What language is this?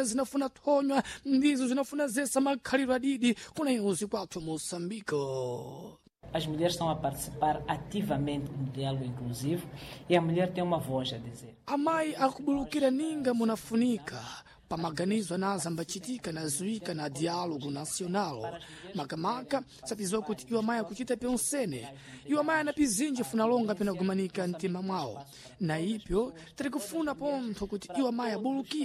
Sena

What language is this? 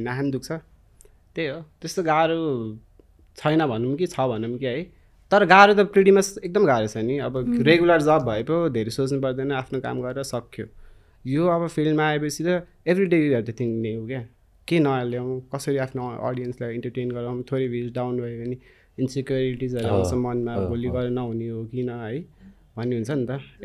Nepali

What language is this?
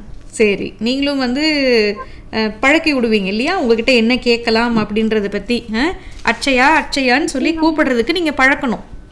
Tamil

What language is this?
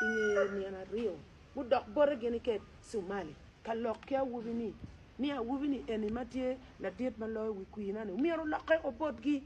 Acoli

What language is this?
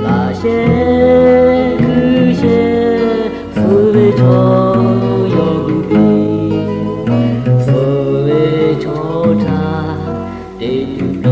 Lahu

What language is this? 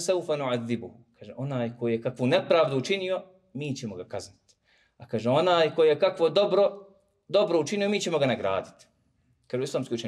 Bosnian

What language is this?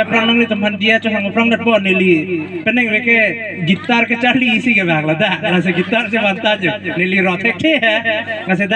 Karbi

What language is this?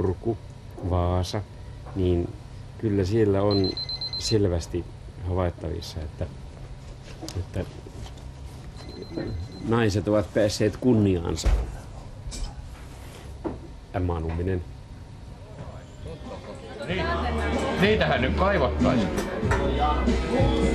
Finnish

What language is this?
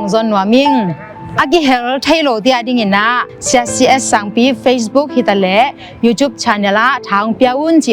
Tedim Chin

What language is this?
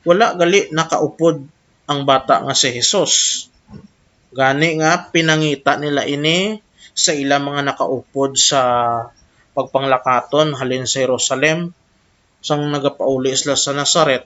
Hiligaynon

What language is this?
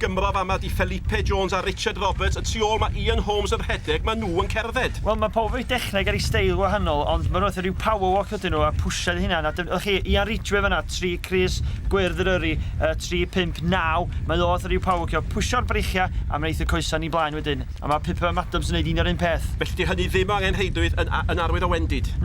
Welsh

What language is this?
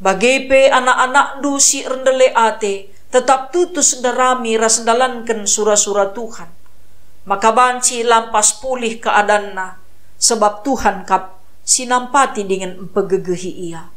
Batak Karo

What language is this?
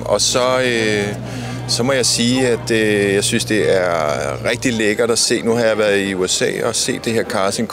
Danish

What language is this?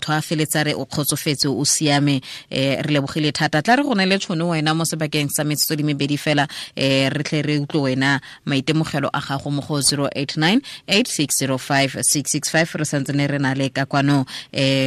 Tswana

